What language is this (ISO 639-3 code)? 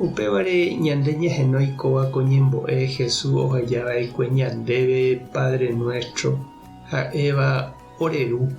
grn